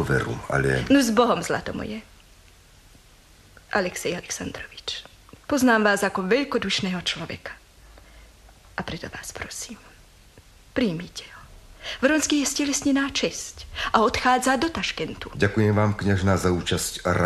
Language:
Slovak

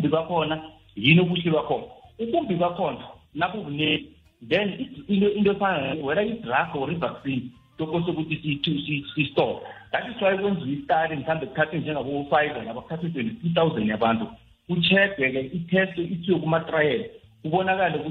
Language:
South Ndebele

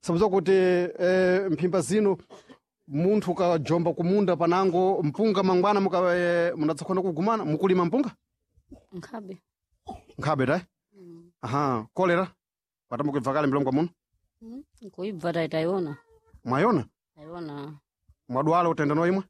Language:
Sena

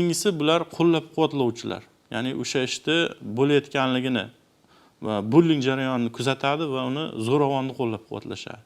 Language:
Uzbek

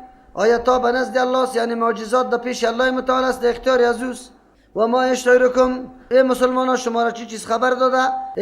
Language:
Persian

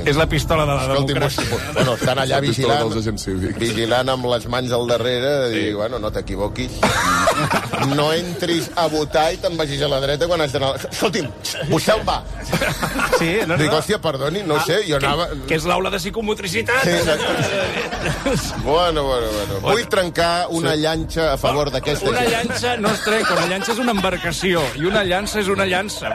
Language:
Catalan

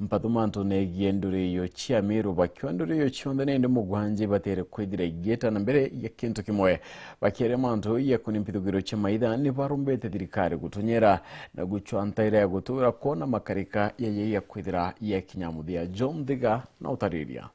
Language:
Meru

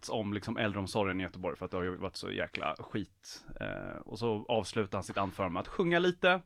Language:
Swedish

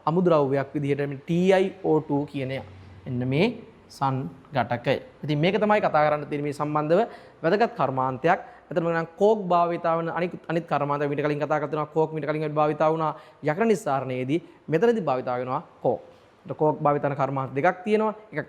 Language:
Sinhala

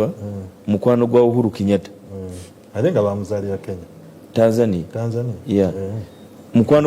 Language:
Ganda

